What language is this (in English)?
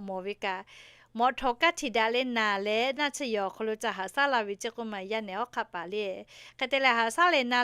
Lahu